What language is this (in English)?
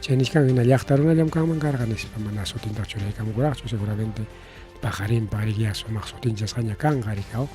Ayacucho Quechua